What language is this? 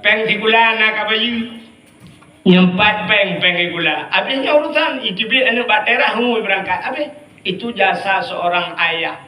Achinese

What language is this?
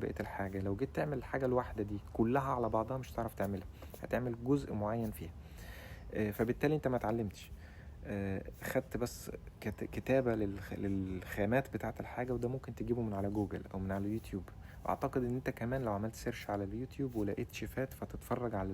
Egyptian Arabic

